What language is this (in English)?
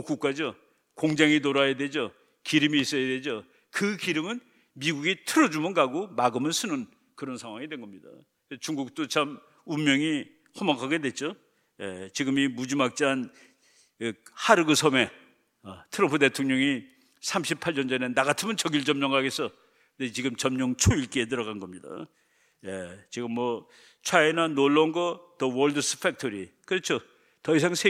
Korean